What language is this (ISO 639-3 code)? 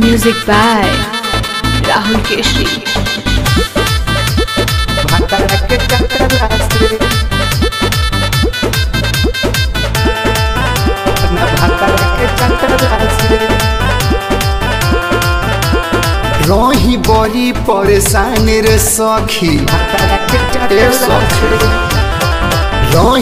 bho